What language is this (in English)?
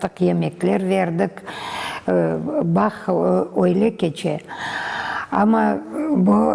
Crimean Tatar